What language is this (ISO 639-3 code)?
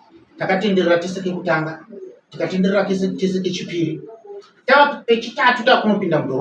sna